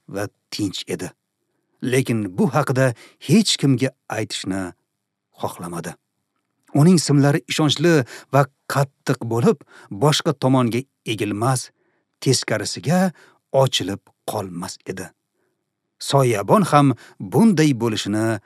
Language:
Uzbek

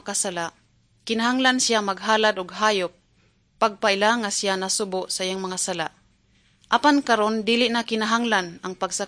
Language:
Cebuano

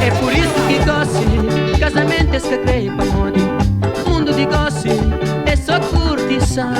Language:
Kabuverdianu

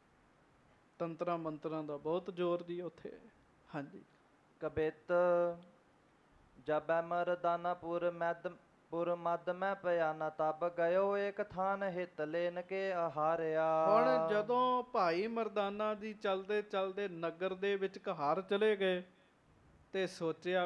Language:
Punjabi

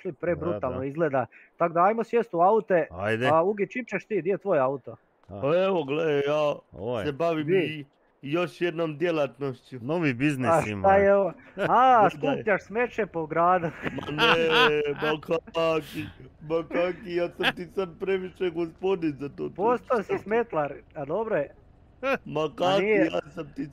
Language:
Croatian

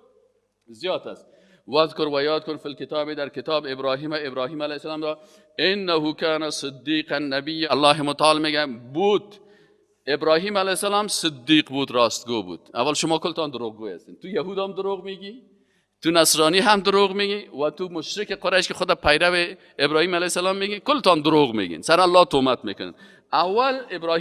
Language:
Persian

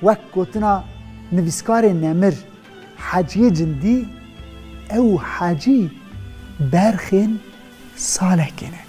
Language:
Kurdish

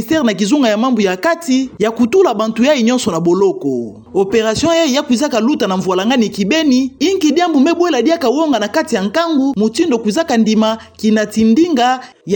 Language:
Kituba (Democratic Republic of Congo)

